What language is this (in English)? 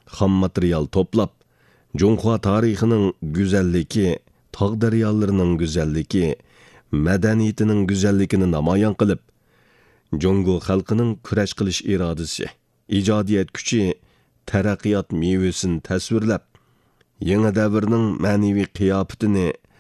Uyghur